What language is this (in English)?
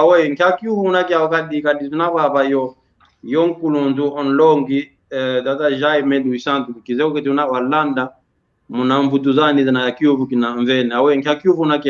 San Salvador Kongo